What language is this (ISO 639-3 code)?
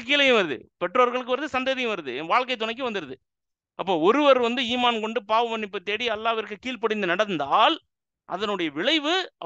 tam